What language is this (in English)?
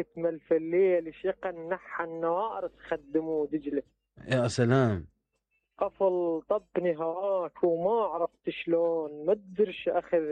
Mesopotamian Arabic